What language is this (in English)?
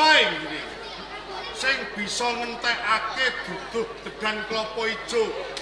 Javanese